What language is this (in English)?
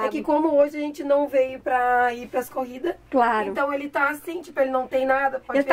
Portuguese